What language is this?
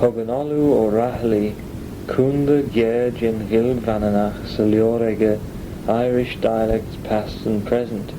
Manx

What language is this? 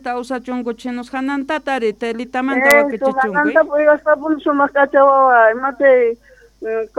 South Bolivian Quechua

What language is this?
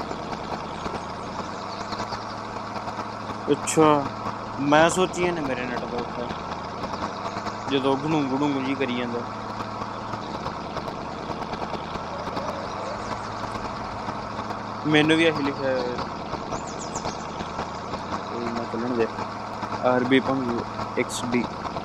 Punjabi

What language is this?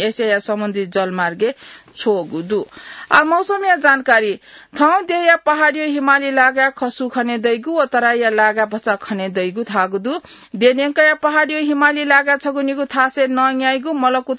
Newari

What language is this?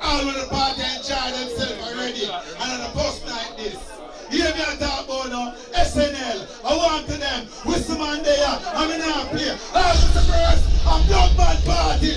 Jamaican Creole English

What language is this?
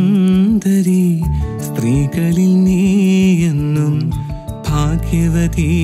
Malayalam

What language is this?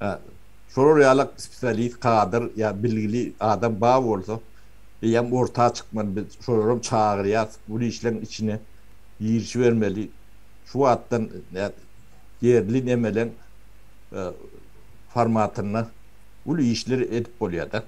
Turkmen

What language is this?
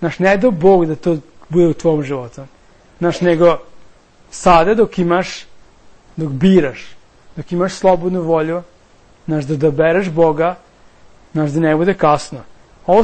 Serbian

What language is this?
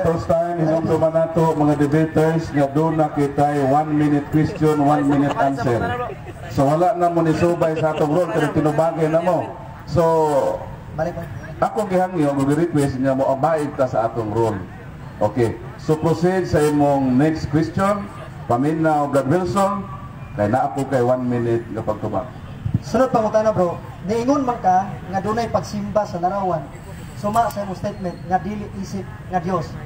Cebuano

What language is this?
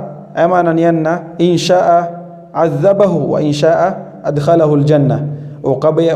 Maranao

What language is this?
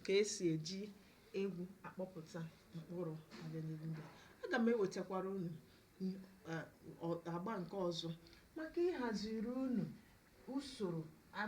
Igbo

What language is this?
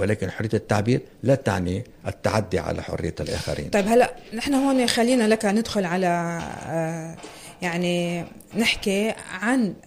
North Levantine Arabic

